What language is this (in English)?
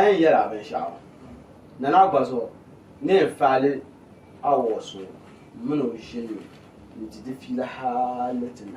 Dagbani